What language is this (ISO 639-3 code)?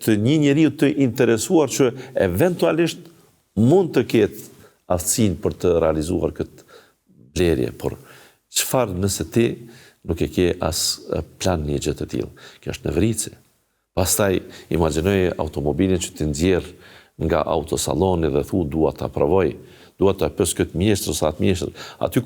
sqi